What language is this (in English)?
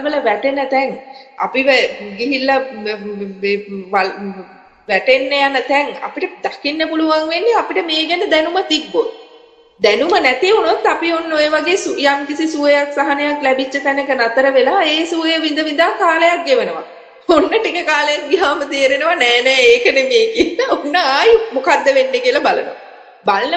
Sinhala